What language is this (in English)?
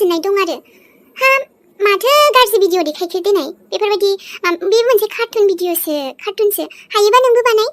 Bodo